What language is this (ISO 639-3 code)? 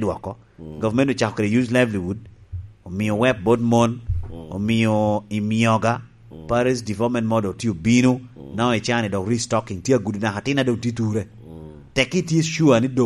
laj